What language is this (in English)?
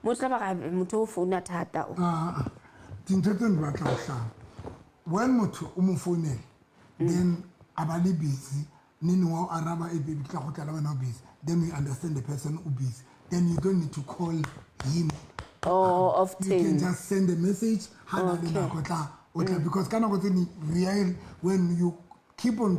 Southern Sotho